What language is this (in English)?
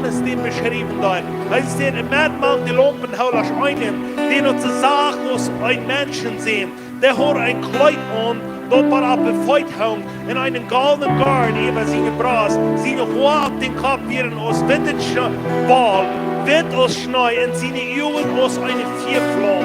Plautdietsch